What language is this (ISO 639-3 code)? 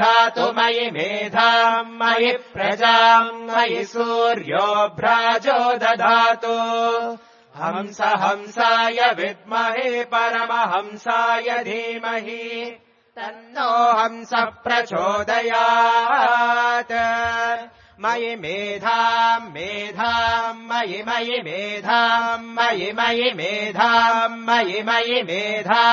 san